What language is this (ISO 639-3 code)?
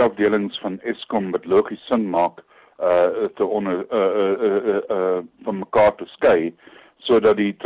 afr